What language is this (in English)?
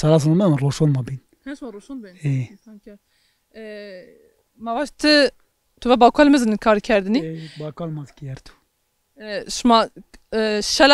Zaza